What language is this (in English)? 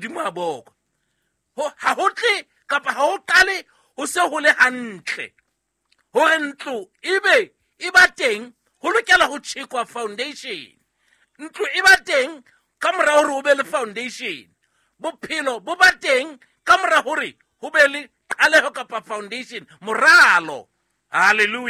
Southern Sotho